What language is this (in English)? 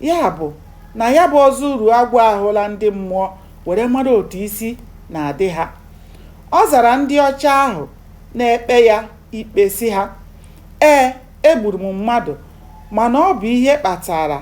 Igbo